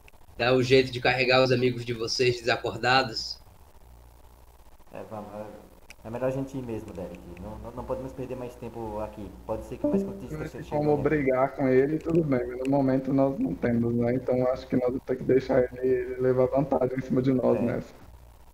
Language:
Portuguese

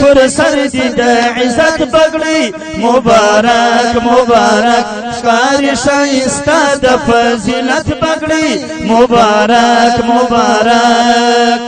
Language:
Pashto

